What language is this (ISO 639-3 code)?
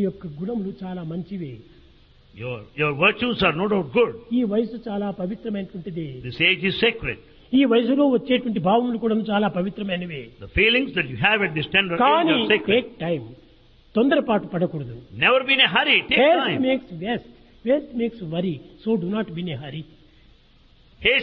tel